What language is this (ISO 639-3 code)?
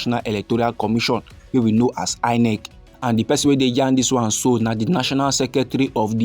pcm